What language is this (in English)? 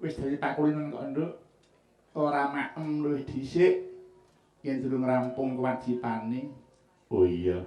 Javanese